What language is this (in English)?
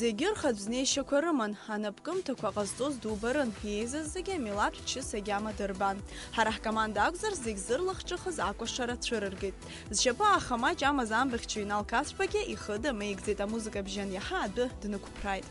Abkhazian